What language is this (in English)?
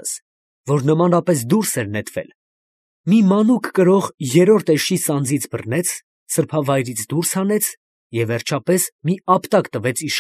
Armenian